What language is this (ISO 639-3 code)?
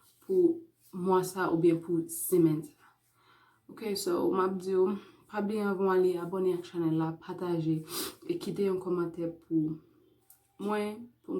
hat